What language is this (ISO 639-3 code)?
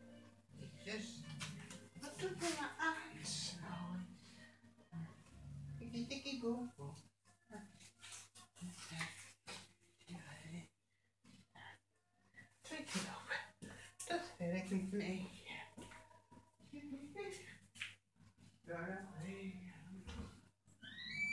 nld